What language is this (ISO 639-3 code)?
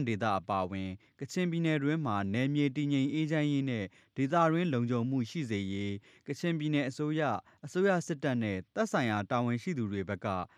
mya